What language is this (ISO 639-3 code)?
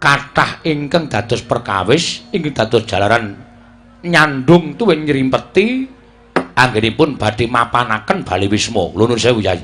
jav